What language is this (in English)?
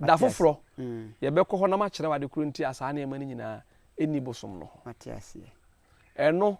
Akan